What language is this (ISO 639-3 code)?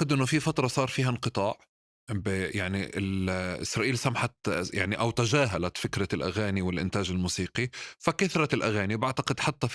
apc